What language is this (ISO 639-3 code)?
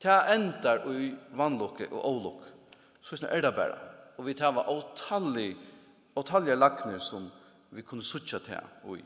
fao